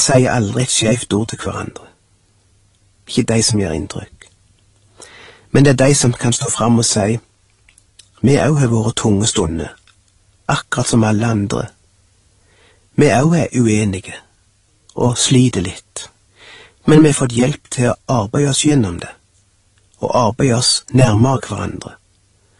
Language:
Norwegian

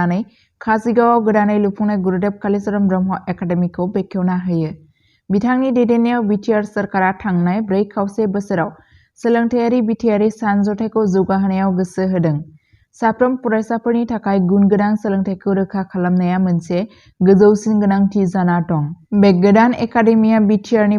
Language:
Bodo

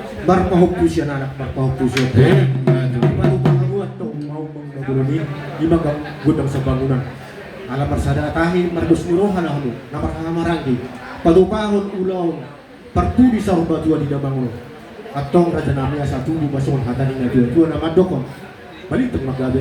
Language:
Batak Toba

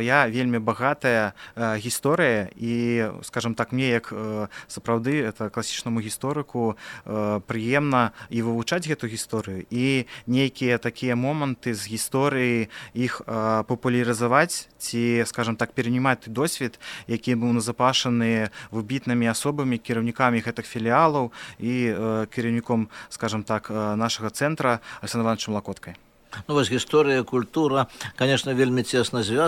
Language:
Belarusian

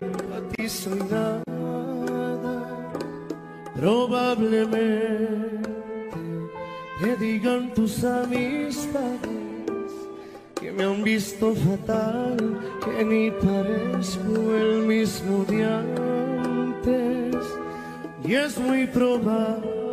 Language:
Spanish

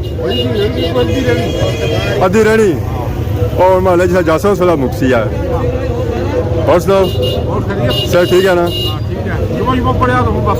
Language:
Pahari-Potwari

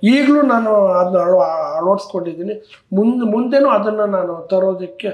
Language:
Kannada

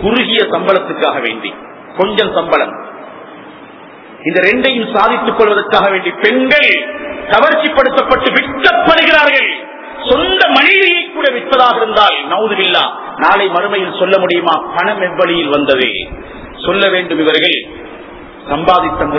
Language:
Tamil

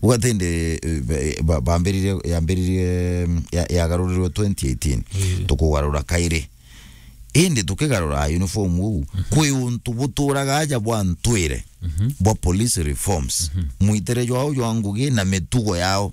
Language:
Meru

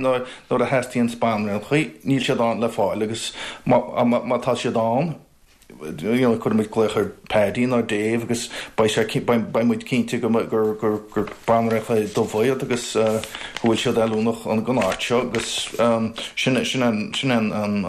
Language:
Irish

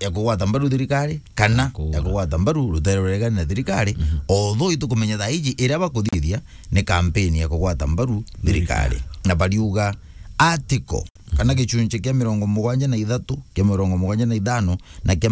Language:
Meru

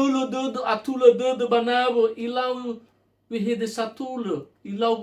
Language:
Nias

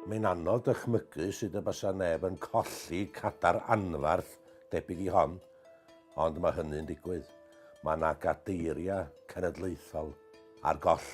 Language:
Welsh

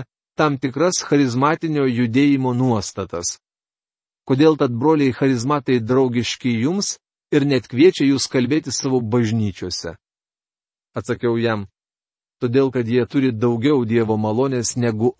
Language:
Lithuanian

